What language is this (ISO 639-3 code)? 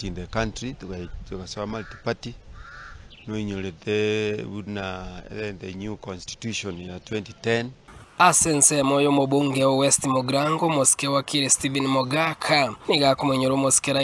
guz